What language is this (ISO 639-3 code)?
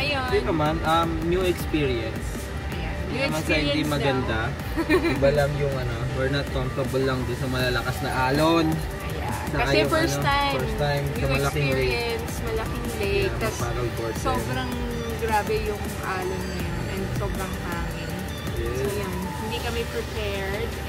fil